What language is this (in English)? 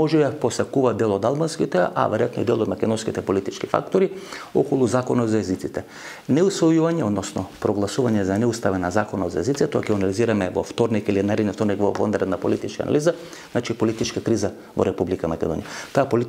Macedonian